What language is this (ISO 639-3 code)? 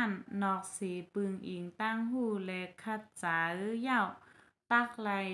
shn